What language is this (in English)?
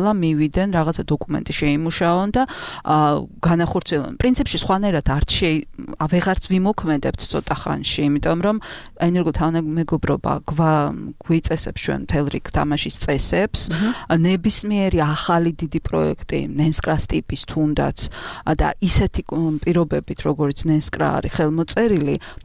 Georgian